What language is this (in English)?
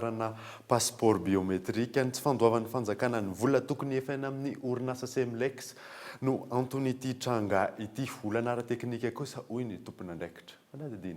Malagasy